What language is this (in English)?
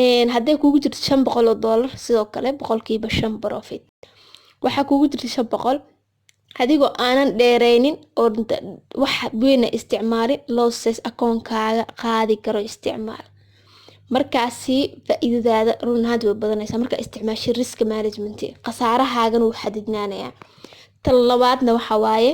Somali